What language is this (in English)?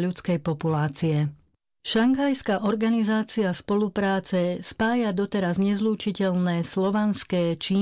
Slovak